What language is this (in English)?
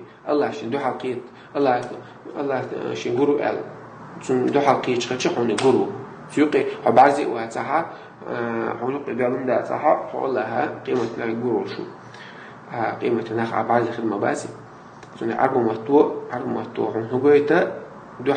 Chechen